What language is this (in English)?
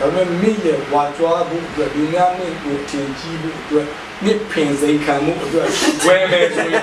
Burmese